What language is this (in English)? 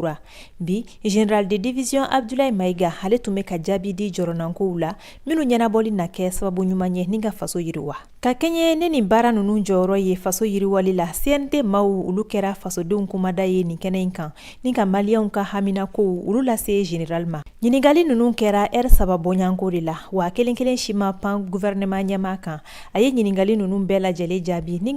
Bambara